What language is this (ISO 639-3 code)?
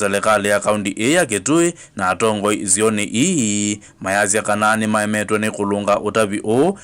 kam